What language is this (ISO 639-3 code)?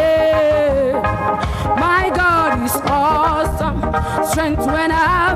ewe